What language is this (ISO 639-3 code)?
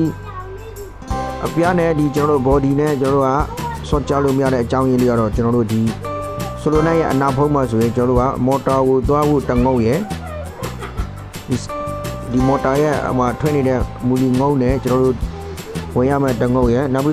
mya